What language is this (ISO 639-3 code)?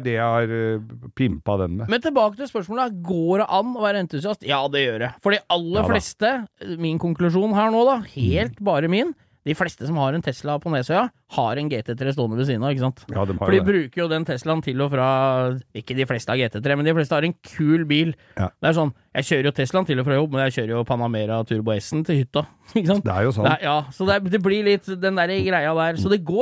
nor